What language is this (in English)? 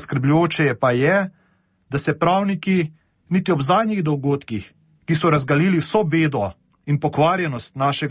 Slovenian